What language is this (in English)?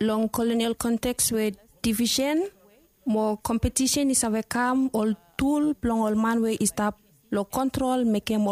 Bislama